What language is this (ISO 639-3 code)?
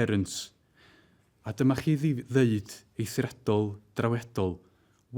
cym